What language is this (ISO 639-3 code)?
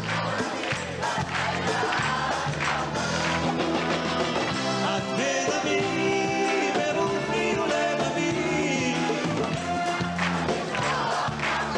heb